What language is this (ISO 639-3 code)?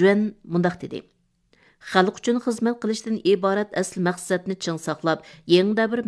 uig